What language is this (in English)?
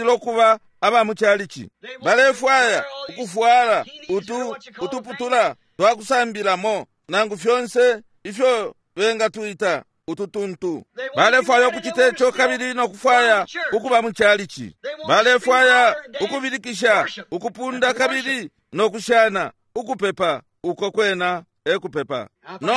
Bemba